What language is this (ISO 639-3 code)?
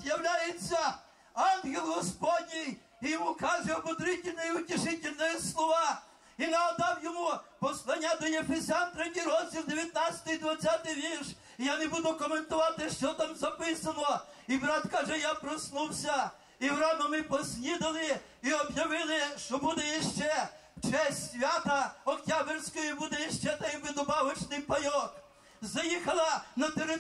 ukr